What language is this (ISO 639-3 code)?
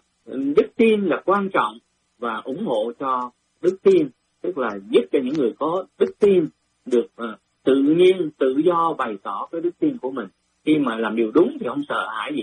vie